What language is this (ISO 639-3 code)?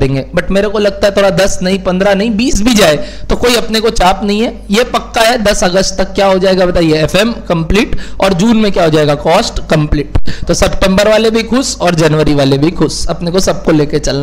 hin